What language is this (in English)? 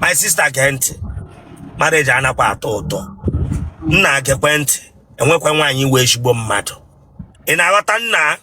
Igbo